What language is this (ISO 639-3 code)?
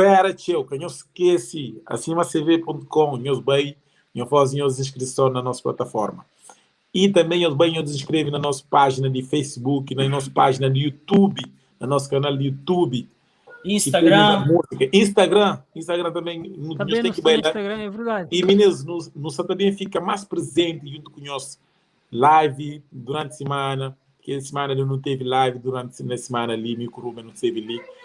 kea